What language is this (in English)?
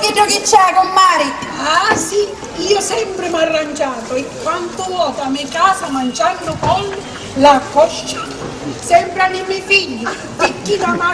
Sicilian